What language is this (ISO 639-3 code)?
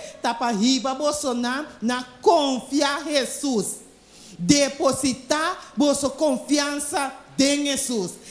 pap